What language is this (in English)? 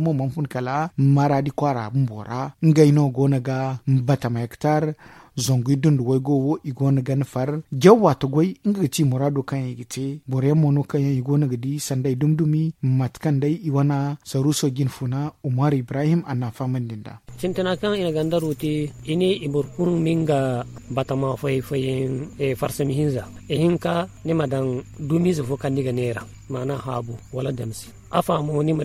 Zarma